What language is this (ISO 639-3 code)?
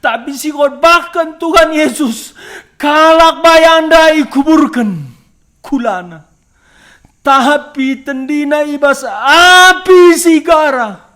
btx